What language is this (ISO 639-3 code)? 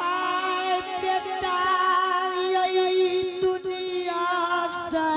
anp